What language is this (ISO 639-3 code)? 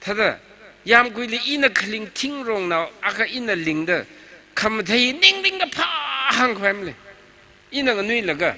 nmf